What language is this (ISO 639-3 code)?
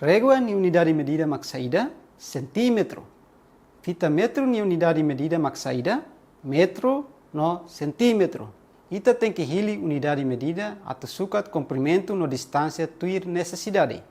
tet